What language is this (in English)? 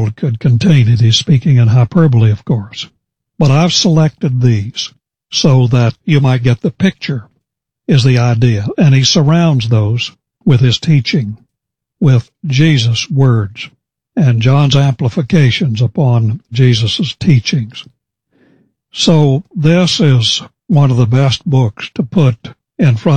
English